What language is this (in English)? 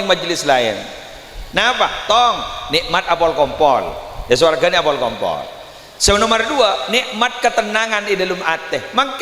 Madurese